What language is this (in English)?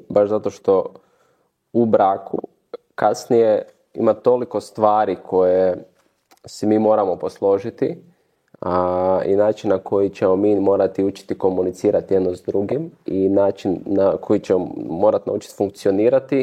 Croatian